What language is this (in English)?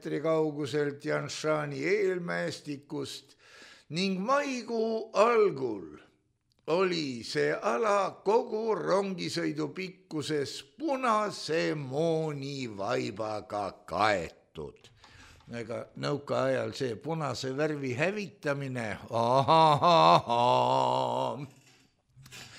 Estonian